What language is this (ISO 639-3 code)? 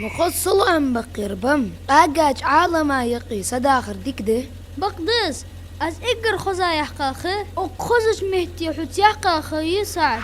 inh